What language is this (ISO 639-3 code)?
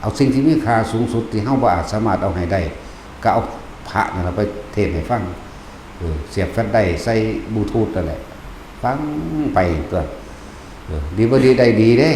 lao